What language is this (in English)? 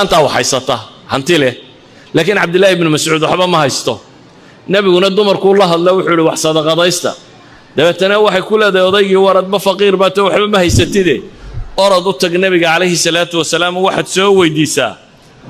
Somali